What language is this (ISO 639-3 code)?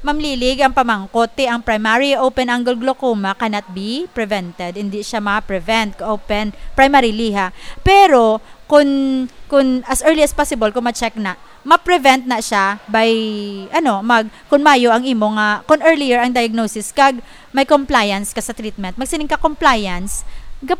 hil